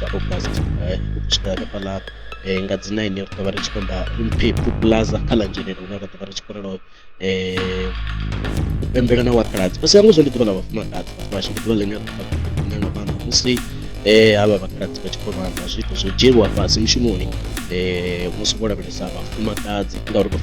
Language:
Venda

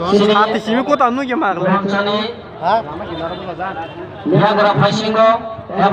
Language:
Kok Borok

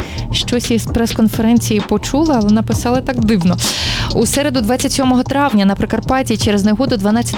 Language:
Ukrainian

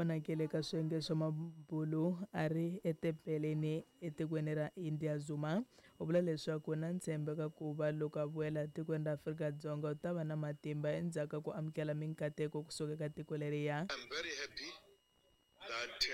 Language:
Tsonga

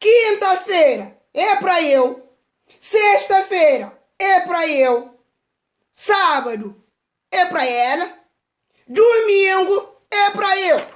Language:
Kabuverdianu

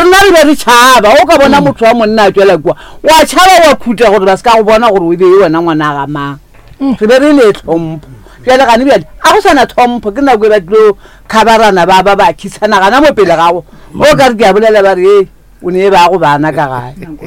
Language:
Northern Sotho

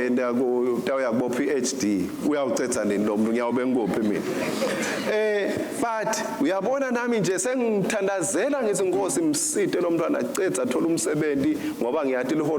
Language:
Swati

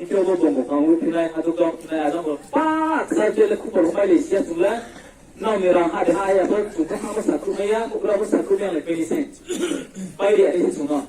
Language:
Riang (India)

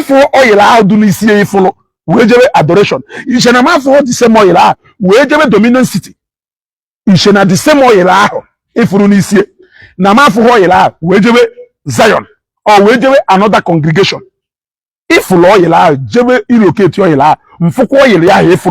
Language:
Igbo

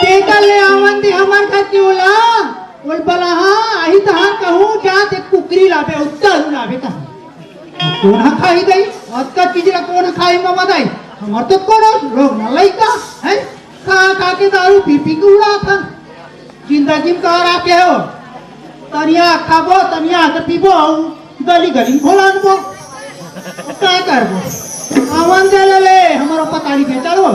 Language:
Chhattisgarhi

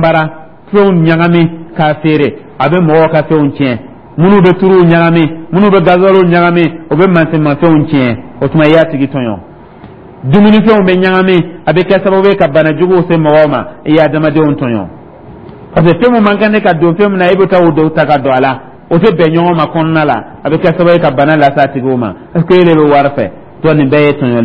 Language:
Dyula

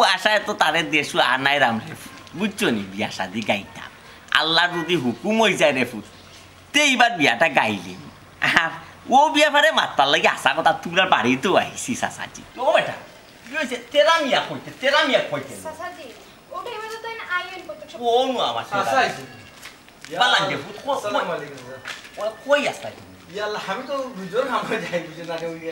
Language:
Sylheti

